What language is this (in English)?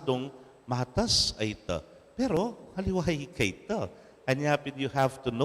Pampanga